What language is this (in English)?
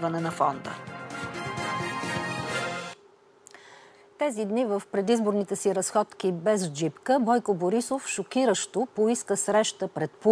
Bulgarian